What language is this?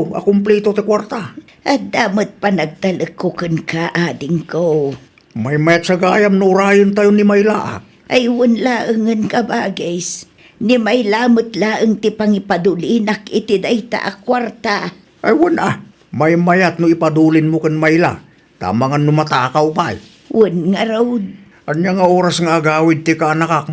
Iloko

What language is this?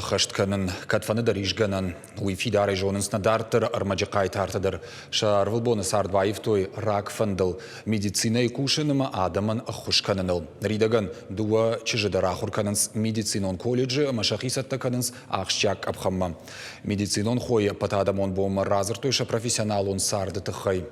Ossetic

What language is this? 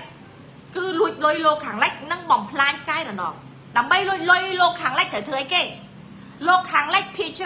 Khmer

